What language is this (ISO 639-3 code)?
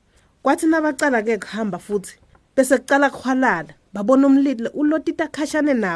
ssw